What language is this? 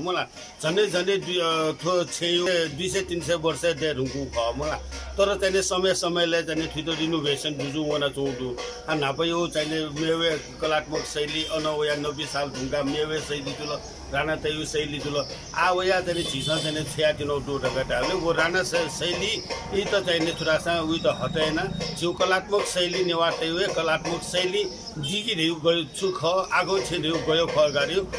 Newari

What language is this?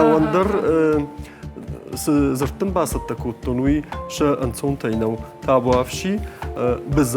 Ossetic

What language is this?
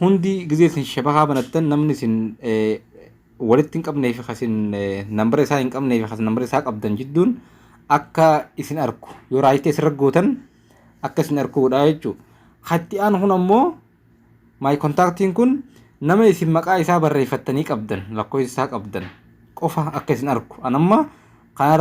Oromo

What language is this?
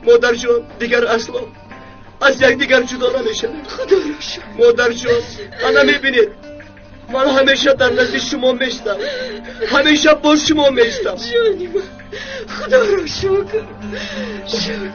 Tajik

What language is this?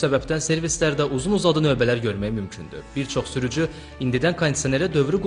Azerbaijani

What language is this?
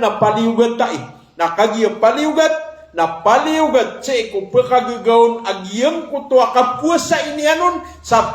Maranao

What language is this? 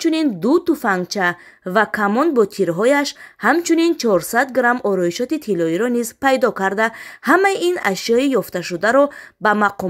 Tajik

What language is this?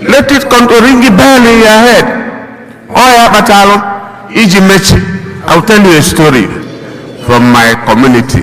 Igbo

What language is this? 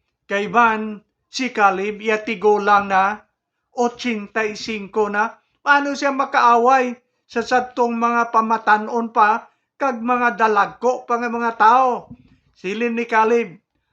Hiligaynon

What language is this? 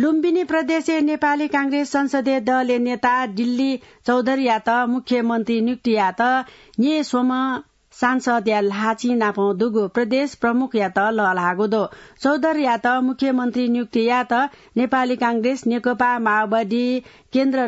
Newari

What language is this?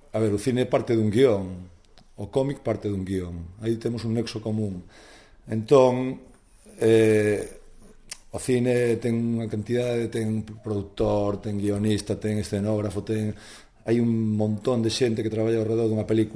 Galician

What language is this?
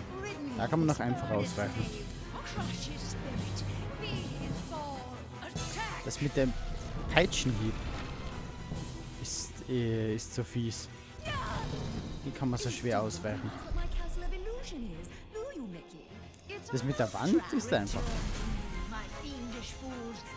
German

